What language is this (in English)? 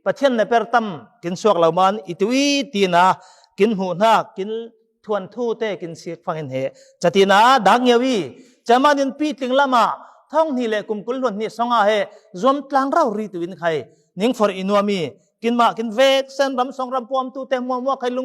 Falam Chin